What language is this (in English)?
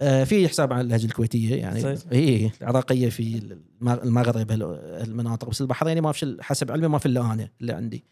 Gulf Arabic